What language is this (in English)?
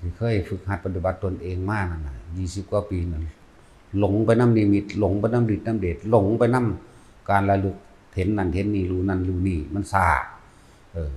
Northeastern Thai